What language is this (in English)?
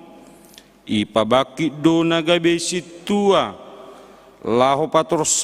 Batak Simalungun